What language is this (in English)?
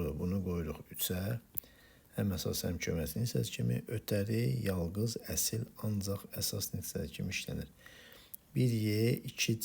Azerbaijani